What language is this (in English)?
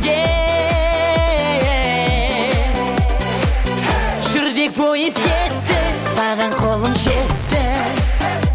Kazakh